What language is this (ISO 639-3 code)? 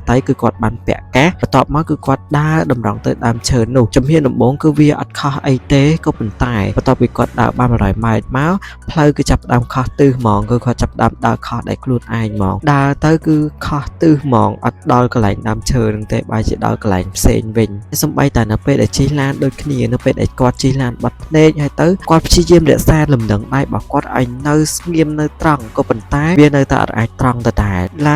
khm